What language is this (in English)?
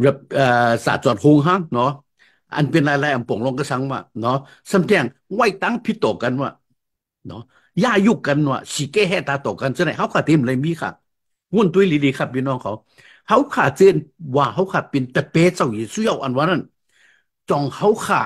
Shan